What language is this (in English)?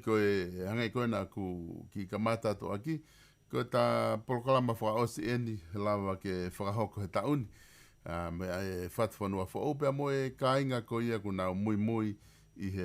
Tongan